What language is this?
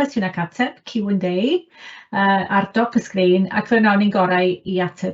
Welsh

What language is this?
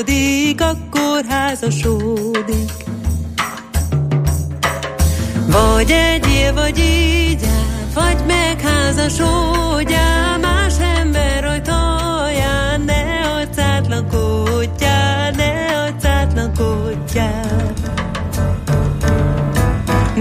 Hungarian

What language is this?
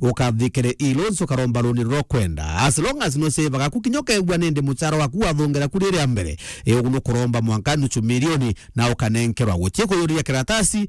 Meru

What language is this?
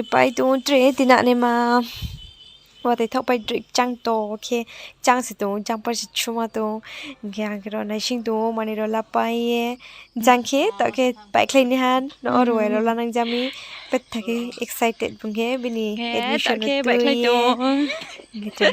Riang (India)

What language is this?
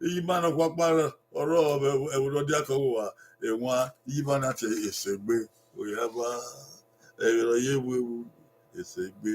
Bini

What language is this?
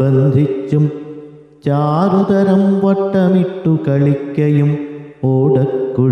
Malayalam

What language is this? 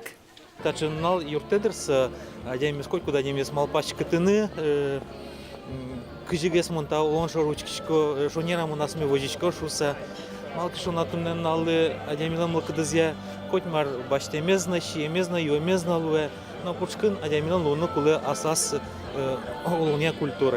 Udmurt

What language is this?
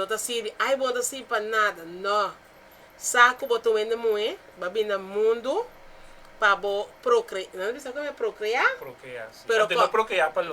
Papiamento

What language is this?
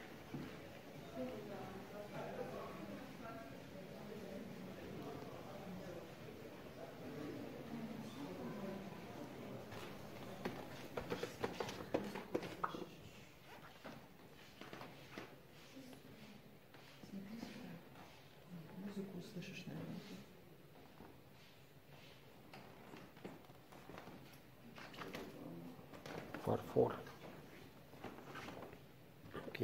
Russian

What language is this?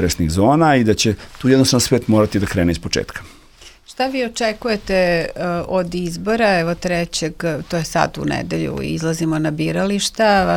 Serbian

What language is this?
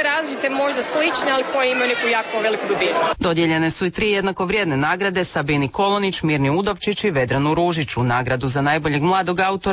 Croatian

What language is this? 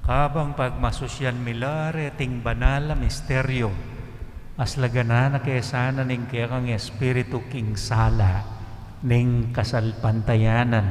Pampanga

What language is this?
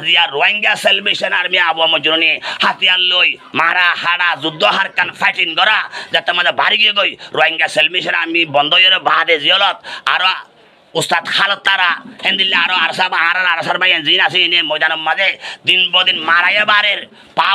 Rohingya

